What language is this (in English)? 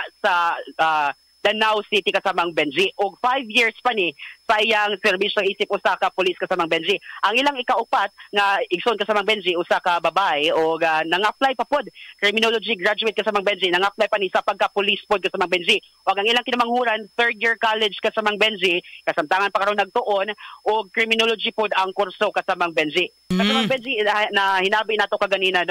Cebuano